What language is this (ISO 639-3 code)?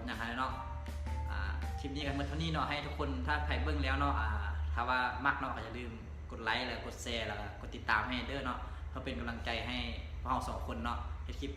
lao